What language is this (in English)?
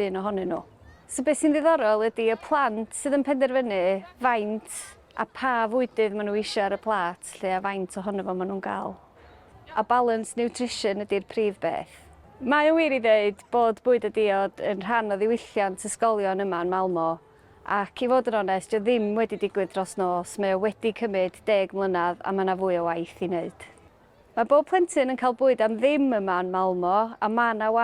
Welsh